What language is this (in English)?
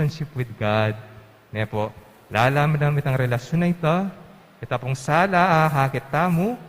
Pampanga